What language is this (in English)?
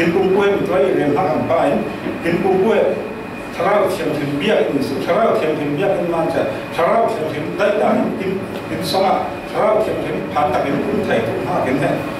Falam Chin